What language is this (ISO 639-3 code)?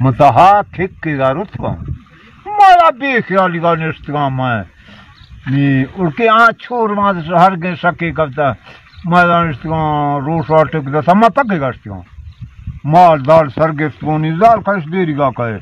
bal